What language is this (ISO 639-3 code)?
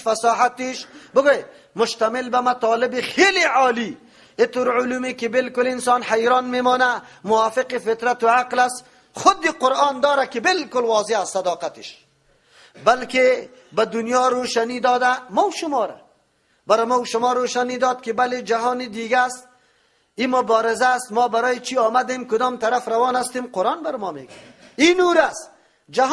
fas